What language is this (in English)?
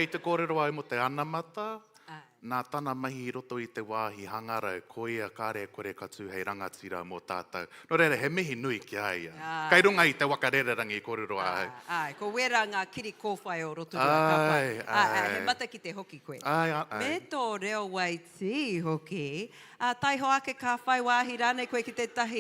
Māori